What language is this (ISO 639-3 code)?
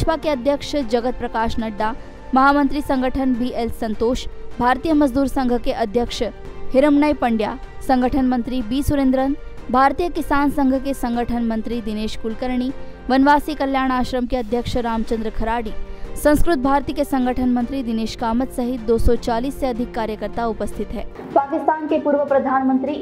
hin